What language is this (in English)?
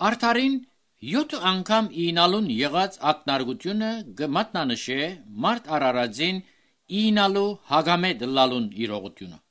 Armenian